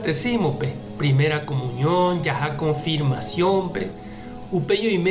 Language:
Guarani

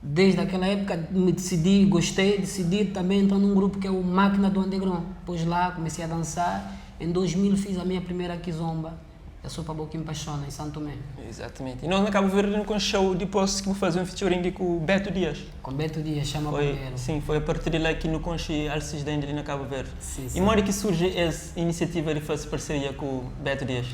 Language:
Kabuverdianu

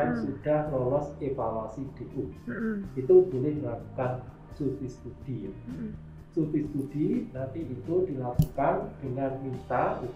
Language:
Indonesian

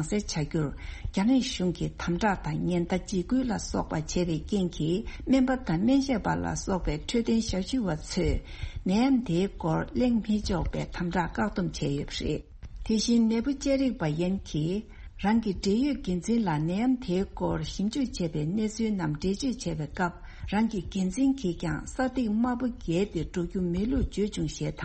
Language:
Tibetan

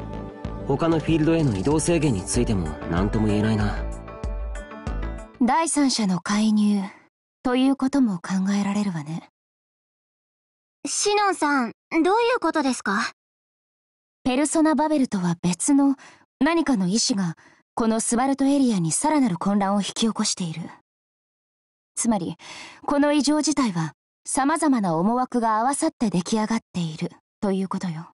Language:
Japanese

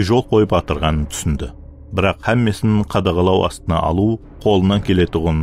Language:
Kara-Kalpak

